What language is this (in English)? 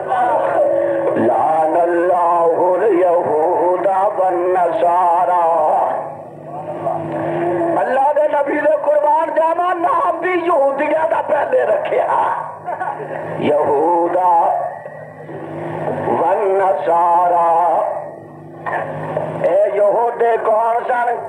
Urdu